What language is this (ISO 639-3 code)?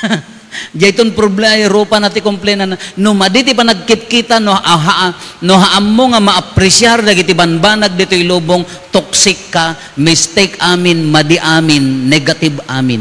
ilo